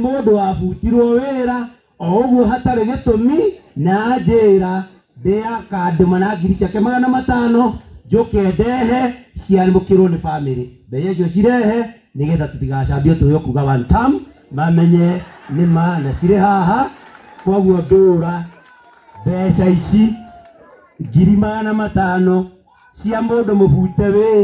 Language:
Kikuyu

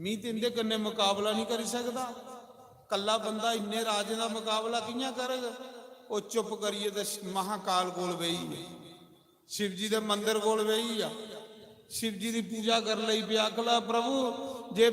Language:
Dogri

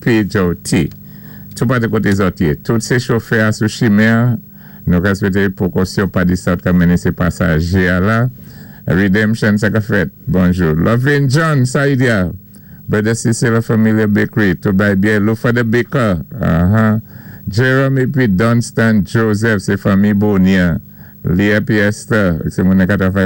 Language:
Saint Lucian Creole French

